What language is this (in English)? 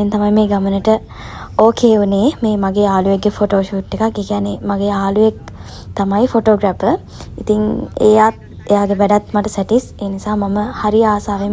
Sinhala